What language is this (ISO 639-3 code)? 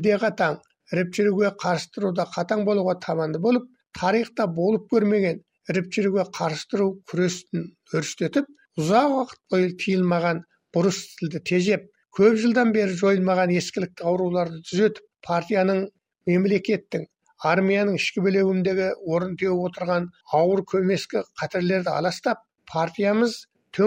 kaz